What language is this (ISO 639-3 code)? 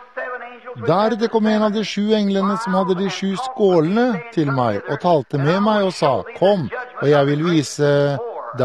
nor